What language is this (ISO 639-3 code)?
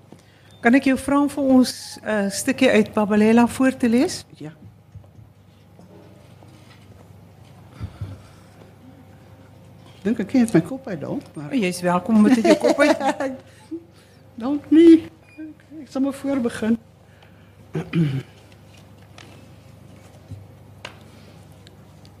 afr